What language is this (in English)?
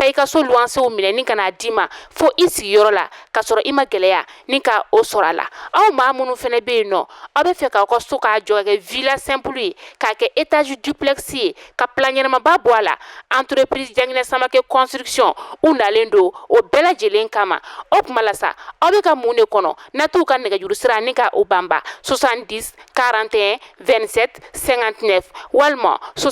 Bambara